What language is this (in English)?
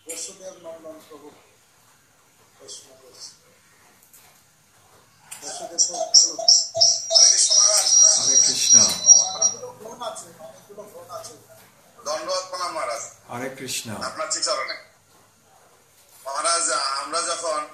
Bangla